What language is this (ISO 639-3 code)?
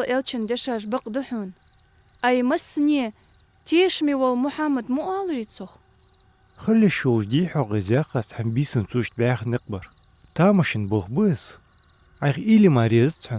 inh